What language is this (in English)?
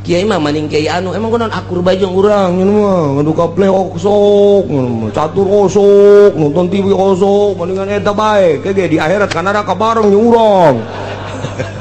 Sundanese